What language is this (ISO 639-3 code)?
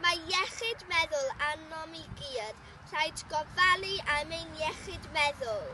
cym